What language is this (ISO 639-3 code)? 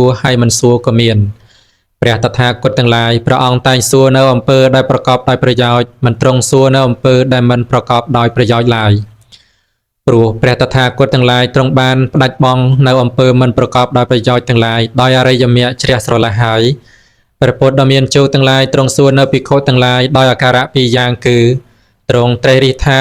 khm